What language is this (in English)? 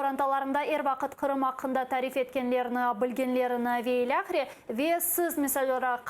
Crimean Tatar